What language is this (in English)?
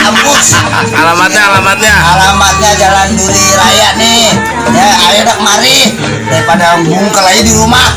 Betawi